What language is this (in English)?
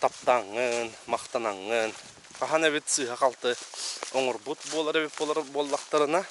Yakut